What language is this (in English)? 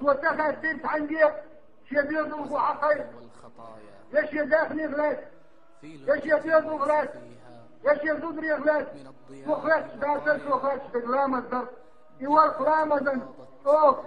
Chechen